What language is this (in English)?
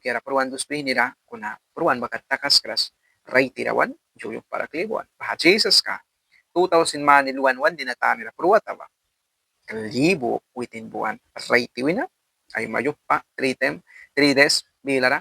Mískito